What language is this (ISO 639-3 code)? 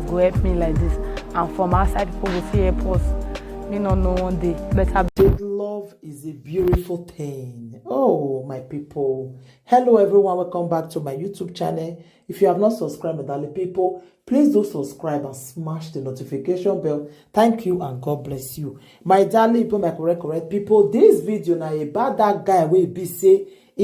pcm